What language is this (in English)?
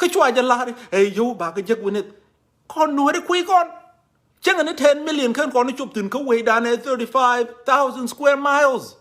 Nuer